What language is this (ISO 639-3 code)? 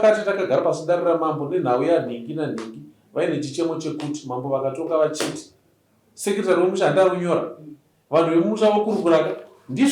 sna